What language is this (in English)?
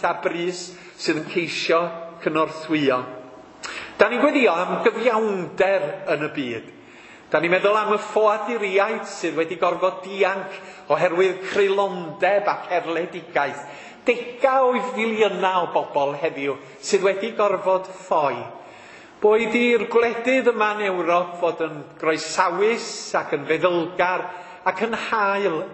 Welsh